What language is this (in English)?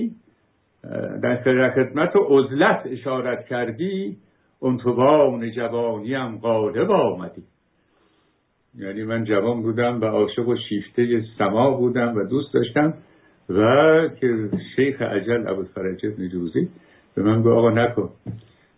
Persian